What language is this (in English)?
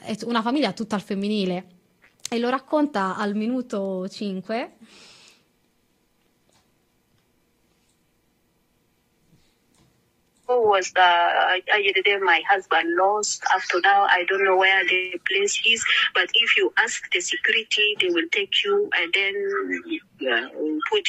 Italian